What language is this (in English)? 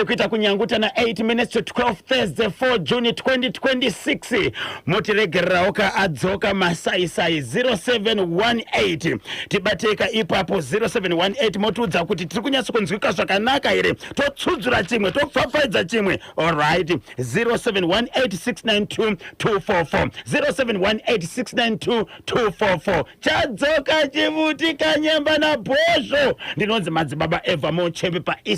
Shona